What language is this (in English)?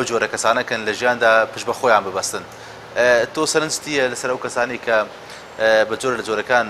Central Kurdish